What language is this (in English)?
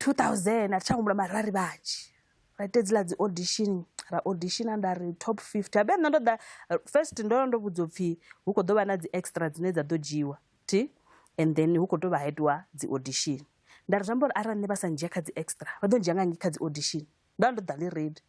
Venda